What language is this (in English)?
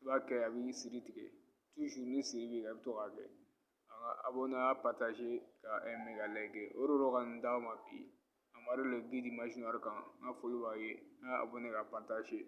Bambara